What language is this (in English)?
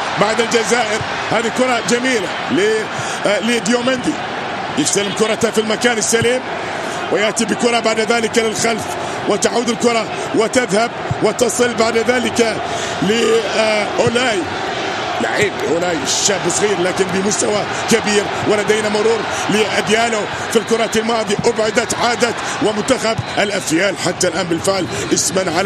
Arabic